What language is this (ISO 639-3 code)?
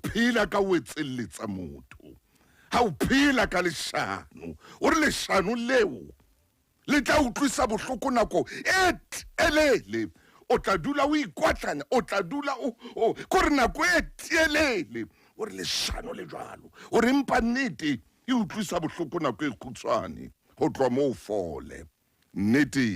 sot